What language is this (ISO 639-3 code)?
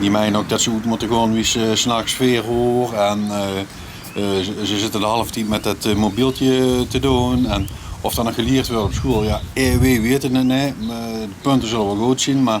lim